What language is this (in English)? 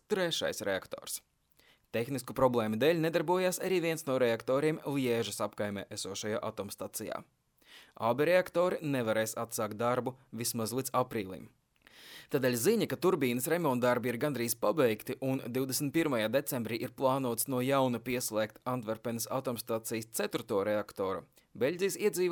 Latvian